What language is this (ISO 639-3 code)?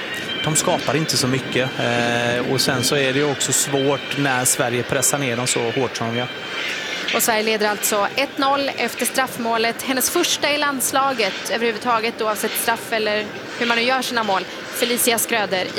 swe